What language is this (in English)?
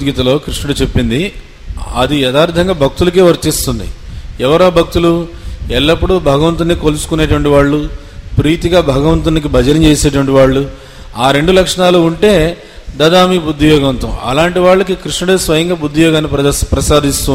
Telugu